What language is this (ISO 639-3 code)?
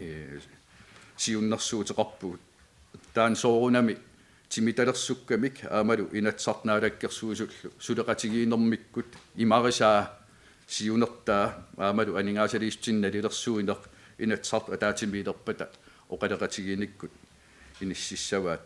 kal